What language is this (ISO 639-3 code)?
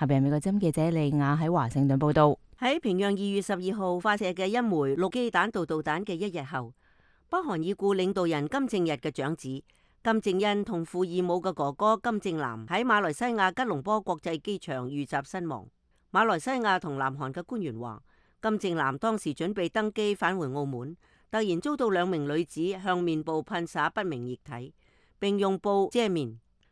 yue